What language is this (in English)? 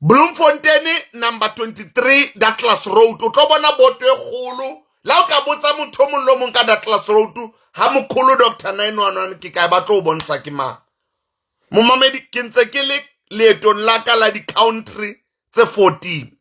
Southern Sotho